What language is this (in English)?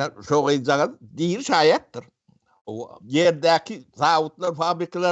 Turkmen